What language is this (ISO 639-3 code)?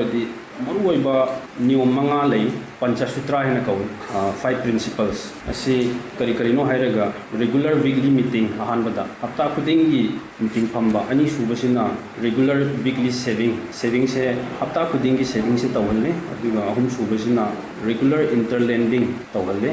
mni